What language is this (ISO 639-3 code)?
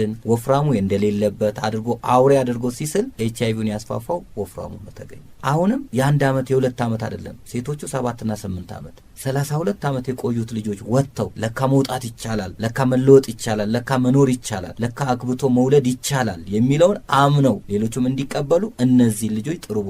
amh